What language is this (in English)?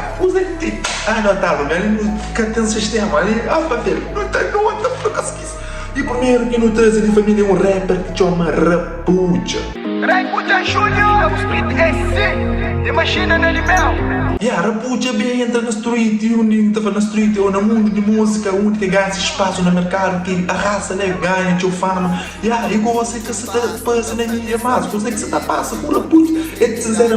Kabuverdianu